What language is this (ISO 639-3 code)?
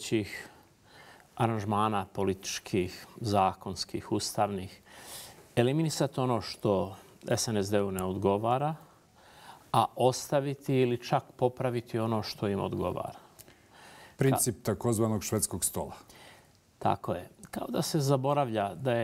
bos